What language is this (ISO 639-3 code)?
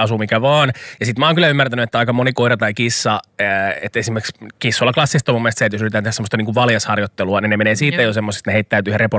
fin